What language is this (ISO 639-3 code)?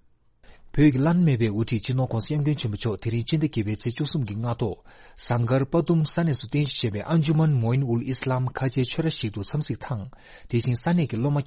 bod